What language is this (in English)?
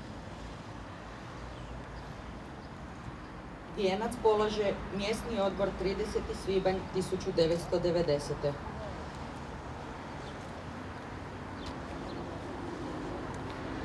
Croatian